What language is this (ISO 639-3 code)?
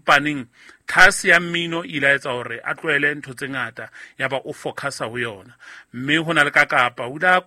sot